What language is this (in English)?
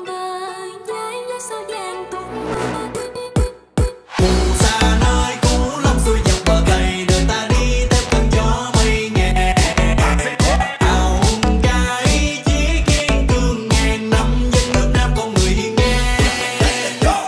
Vietnamese